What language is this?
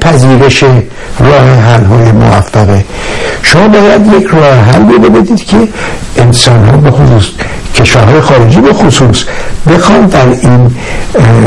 Persian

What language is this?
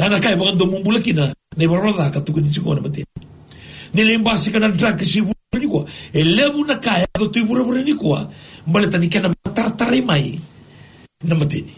Fijian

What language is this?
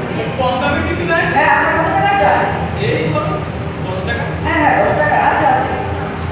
Bangla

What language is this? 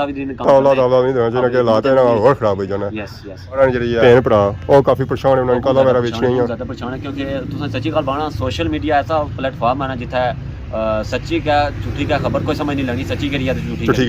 Pahari-Potwari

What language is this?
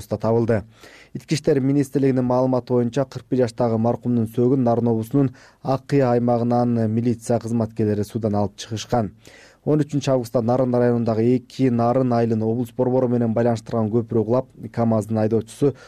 Kyrgyz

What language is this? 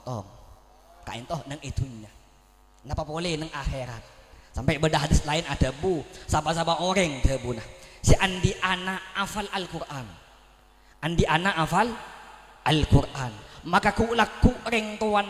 Madurese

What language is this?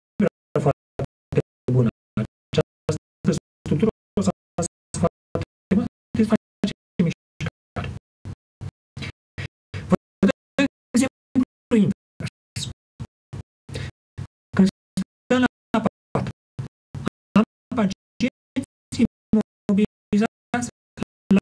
Romanian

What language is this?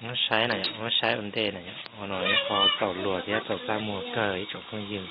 Hmong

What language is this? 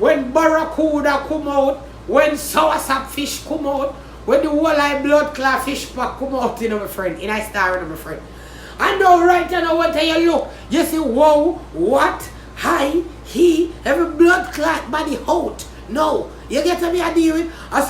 Jamaican Creole English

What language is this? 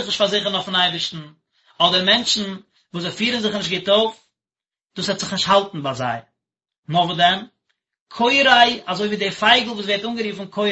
Yiddish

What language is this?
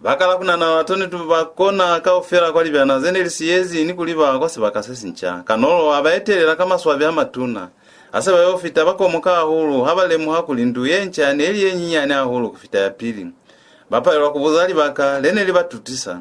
Lozi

